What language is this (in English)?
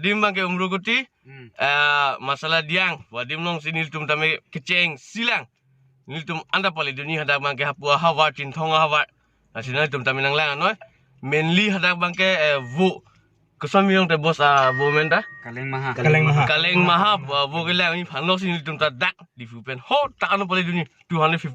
Karbi